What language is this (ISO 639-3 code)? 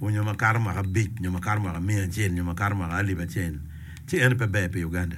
ach